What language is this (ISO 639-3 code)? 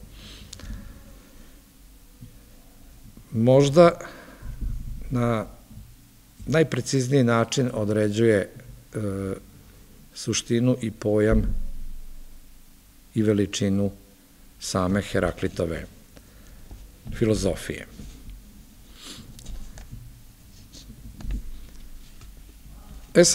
srp